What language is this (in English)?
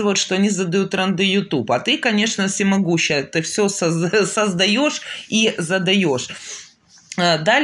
Russian